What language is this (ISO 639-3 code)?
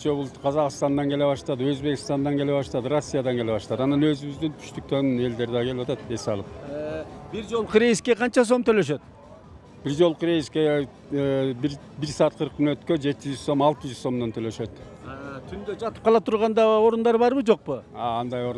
kir